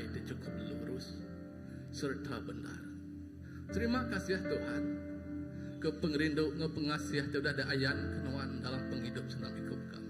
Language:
Iban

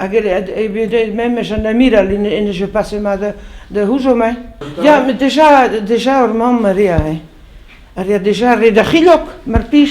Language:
Breton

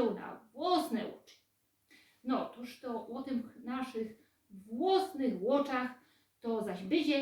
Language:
Silesian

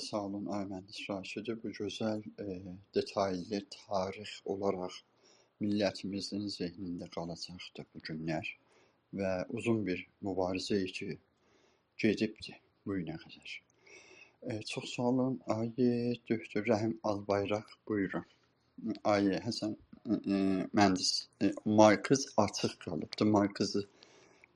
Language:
South Azerbaijani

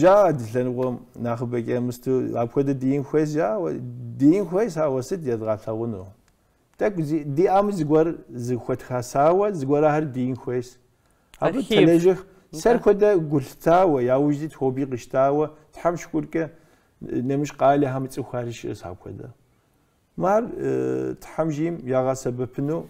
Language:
Kabardian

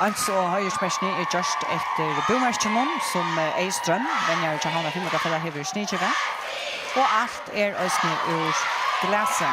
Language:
Faroese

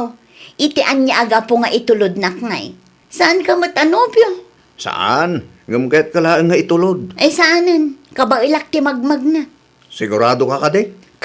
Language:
Iloko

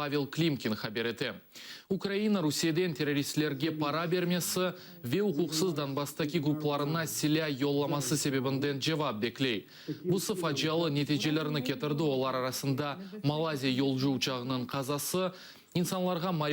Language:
Crimean Tatar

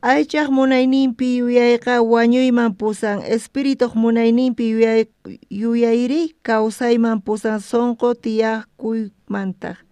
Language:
South Bolivian Quechua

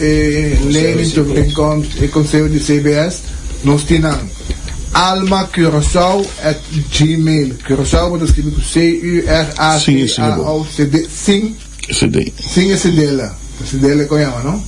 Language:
Papiamento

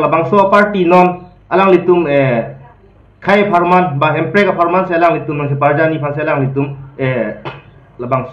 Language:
Karbi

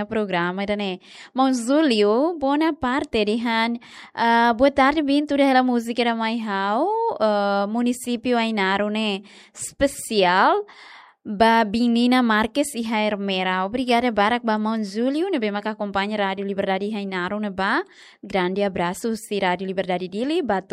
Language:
Tetum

